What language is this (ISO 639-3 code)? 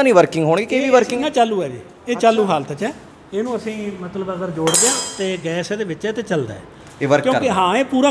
pan